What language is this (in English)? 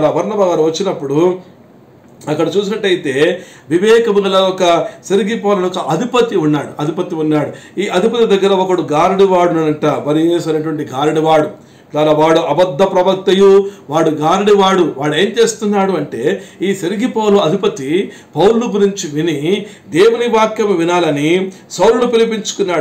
Telugu